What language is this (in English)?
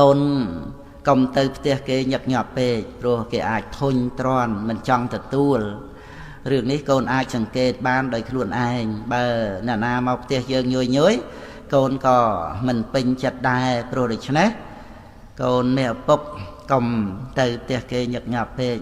Khmer